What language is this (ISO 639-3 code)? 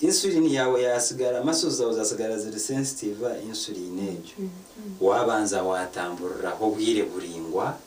nyn